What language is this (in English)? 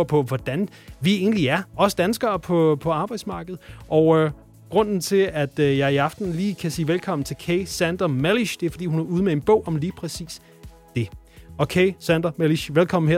Danish